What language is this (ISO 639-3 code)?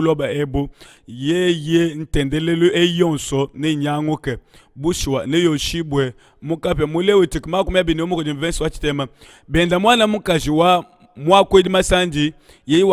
lua